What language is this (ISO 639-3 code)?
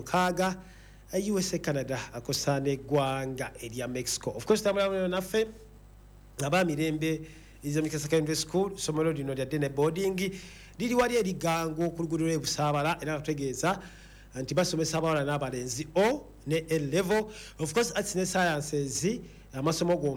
lug